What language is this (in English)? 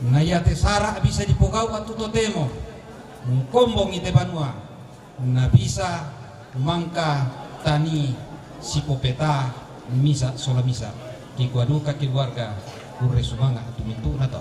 Toraja-Sa'dan